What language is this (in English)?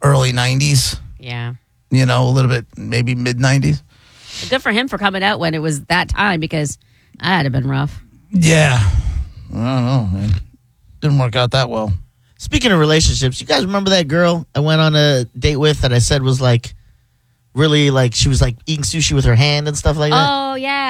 English